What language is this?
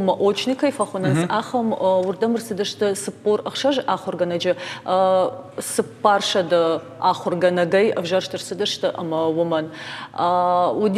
Ossetic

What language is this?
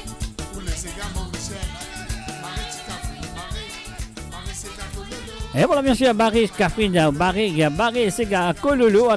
Morisyen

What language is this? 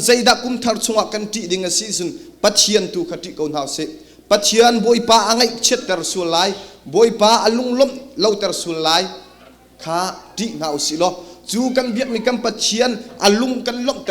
Hakha Chin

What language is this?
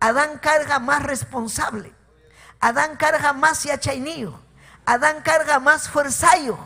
Ayacucho Quechua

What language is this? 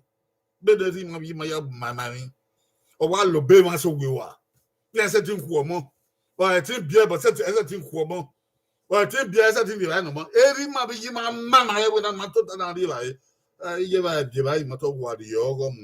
Bini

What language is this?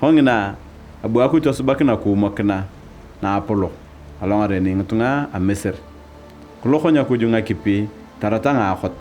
Turkana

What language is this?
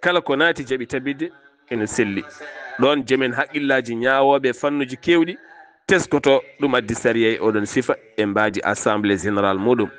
Fula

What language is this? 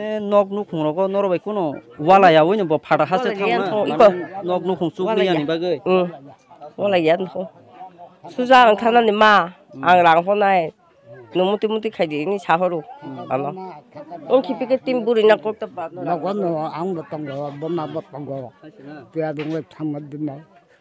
Kok Borok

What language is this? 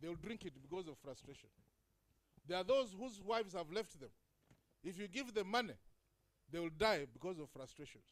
Acoli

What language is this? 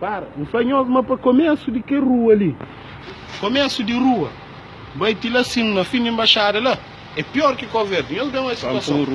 Kabuverdianu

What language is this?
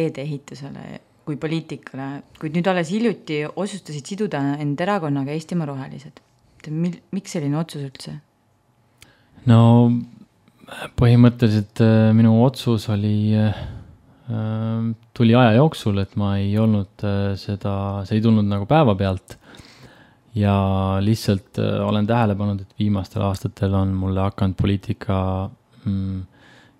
Estonian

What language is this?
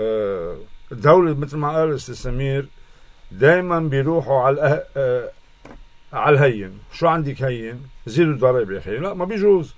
North Levantine Arabic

